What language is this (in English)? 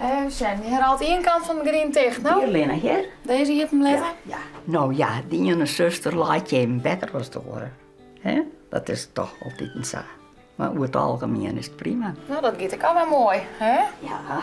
Western Frisian